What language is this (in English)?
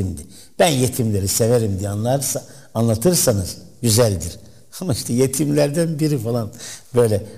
Turkish